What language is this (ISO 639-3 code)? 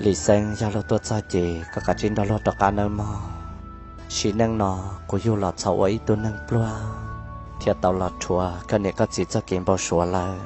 hmn